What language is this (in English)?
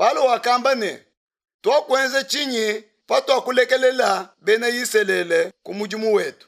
Luba-Lulua